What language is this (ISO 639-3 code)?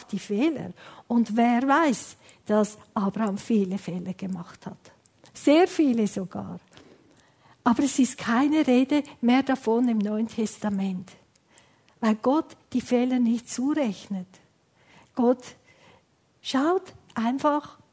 deu